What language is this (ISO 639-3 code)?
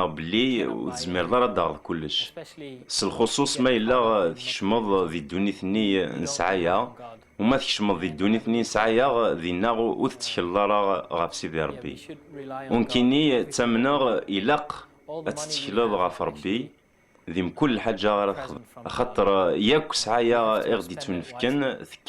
kab